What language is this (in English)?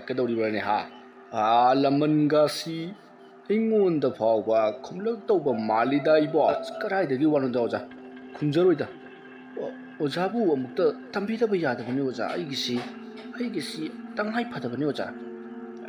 Manipuri